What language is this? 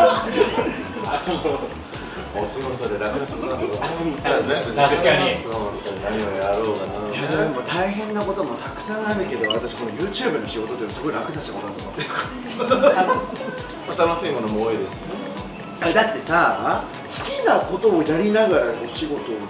Japanese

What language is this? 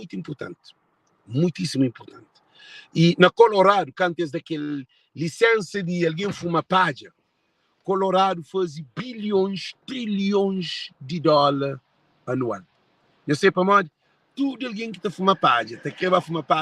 Kabuverdianu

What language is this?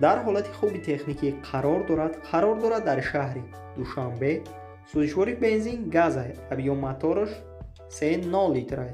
Tajik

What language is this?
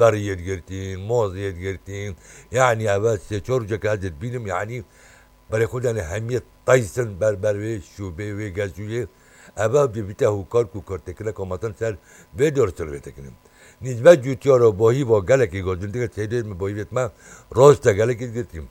Kurdish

